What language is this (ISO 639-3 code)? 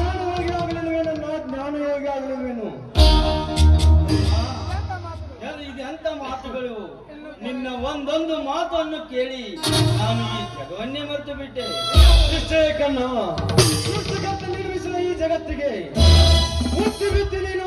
kan